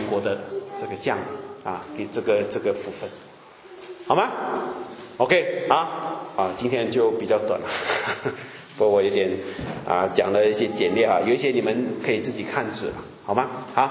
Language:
Chinese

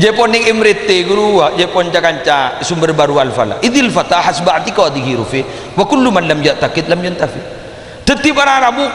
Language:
Madurese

